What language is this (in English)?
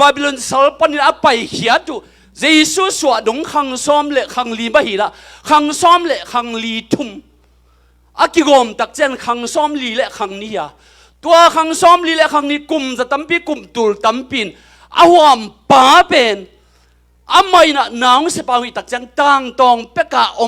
Tedim Chin